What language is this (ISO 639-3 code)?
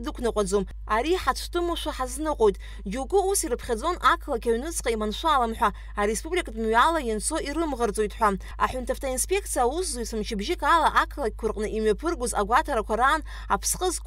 abk